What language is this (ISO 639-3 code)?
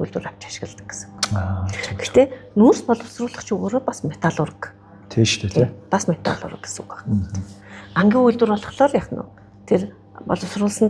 mon